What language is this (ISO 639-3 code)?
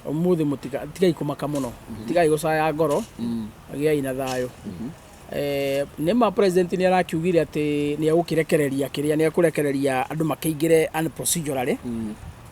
kik